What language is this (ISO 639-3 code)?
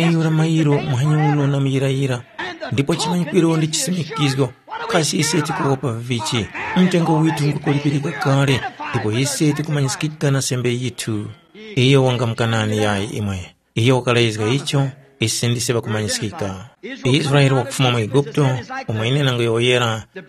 tum